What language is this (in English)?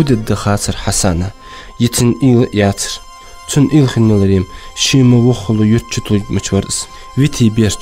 Ingush